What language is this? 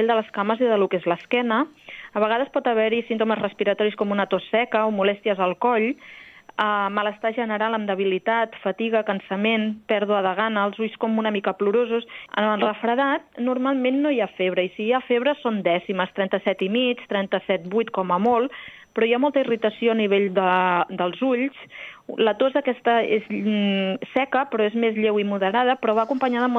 Catalan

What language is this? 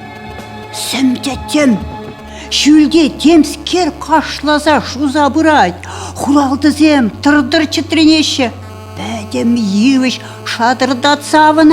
Chuvash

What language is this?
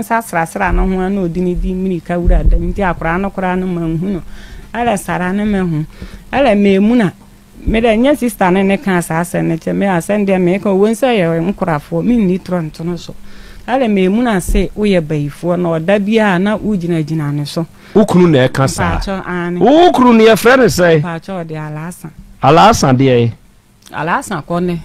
Akan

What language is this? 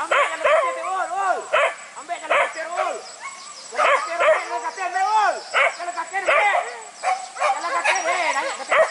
Minangkabau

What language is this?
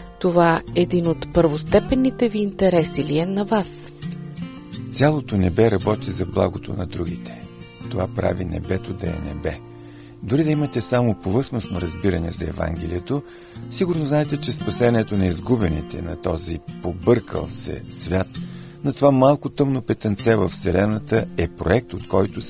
Bulgarian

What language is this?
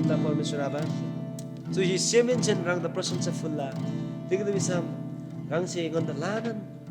Eastern Tamang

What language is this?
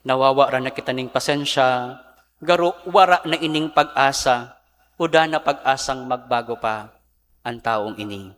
Bikol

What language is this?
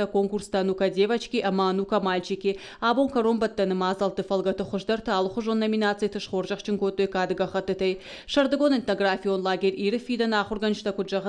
Ossetic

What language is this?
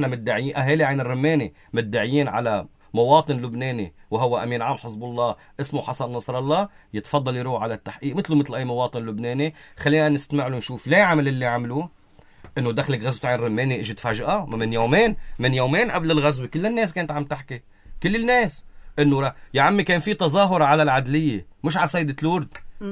North Levantine Arabic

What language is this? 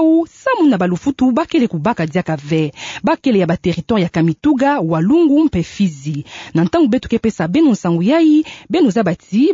Kituba (Democratic Republic of Congo)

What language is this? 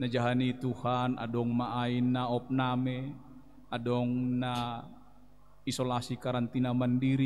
Batak Simalungun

